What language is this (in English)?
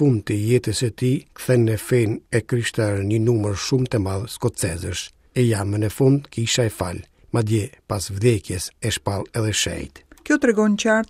Albanian